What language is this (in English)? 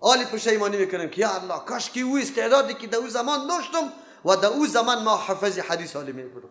Persian